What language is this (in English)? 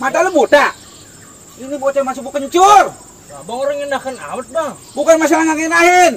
Betawi